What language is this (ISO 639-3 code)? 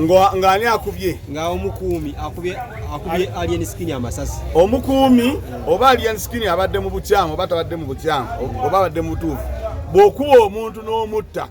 lug